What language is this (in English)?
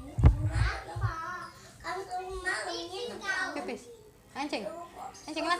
Musi